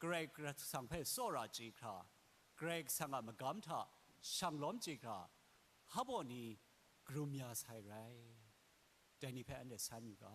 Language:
Kachin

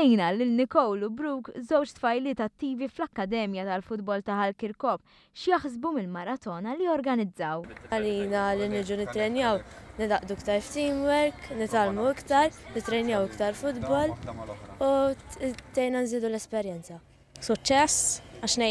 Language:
Maltese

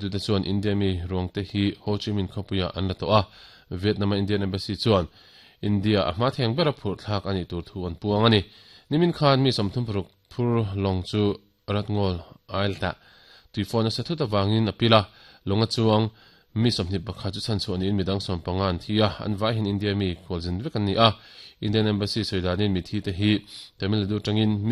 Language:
Mizo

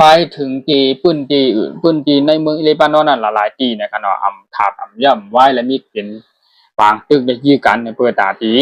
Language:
Shan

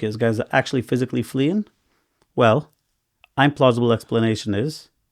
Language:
Yiddish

